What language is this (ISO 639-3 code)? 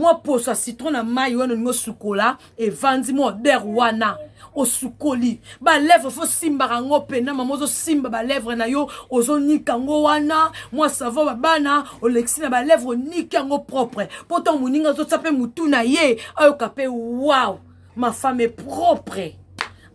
lin